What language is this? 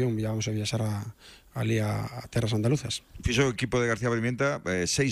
Galician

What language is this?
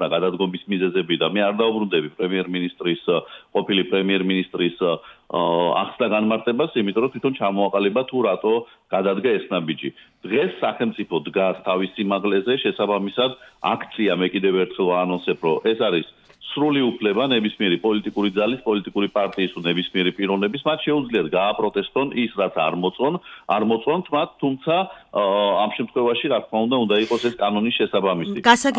Georgian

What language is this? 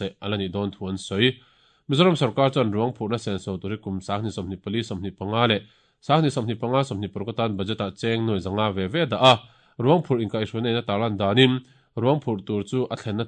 Mizo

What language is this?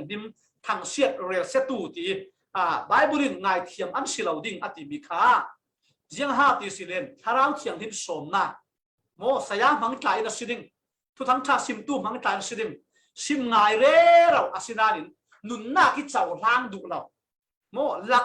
Falam Chin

